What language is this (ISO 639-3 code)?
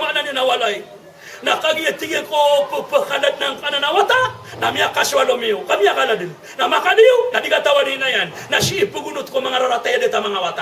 mrw